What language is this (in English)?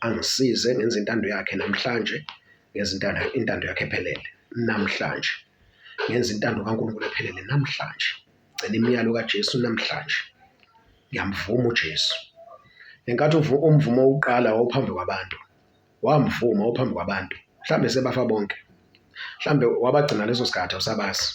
Zulu